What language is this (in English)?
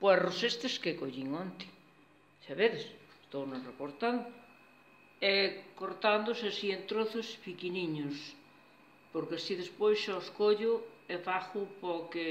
Galician